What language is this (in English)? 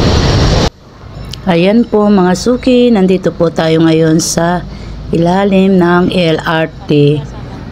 Filipino